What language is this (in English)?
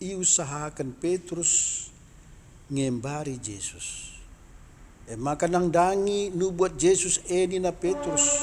Batak Karo